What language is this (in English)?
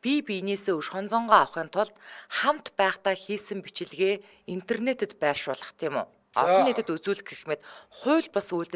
Mongolian